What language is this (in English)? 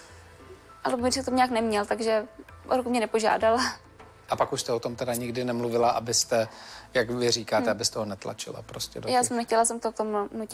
Czech